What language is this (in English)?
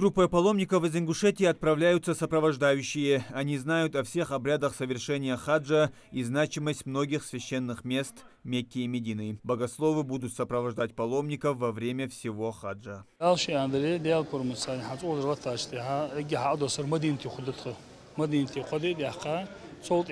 Ingush